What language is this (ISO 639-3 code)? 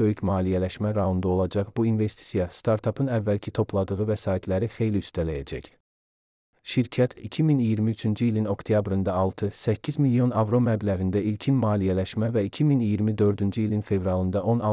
aze